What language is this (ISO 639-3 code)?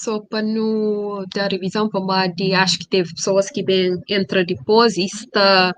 kea